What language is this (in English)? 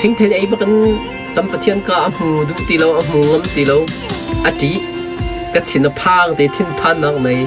Hakha Chin